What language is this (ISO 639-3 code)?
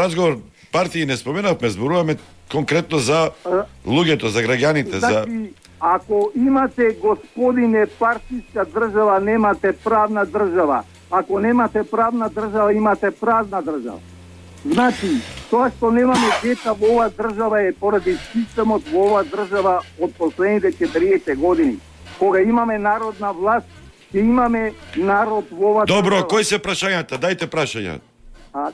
mkd